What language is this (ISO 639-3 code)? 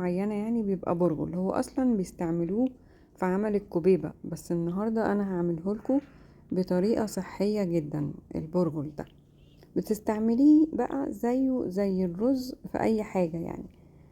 arz